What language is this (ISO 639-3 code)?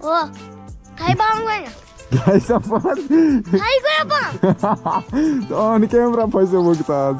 kas